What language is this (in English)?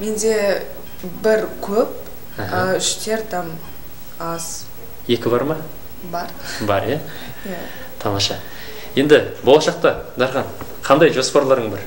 Kazakh